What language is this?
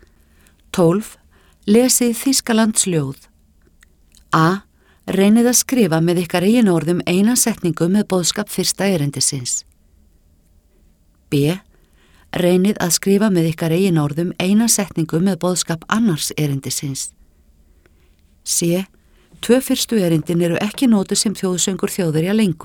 Icelandic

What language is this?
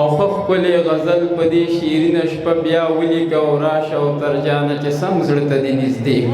Pashto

